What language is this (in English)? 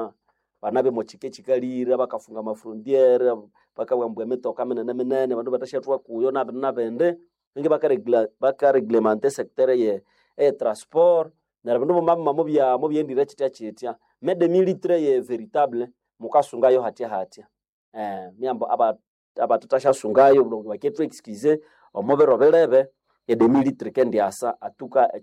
Nande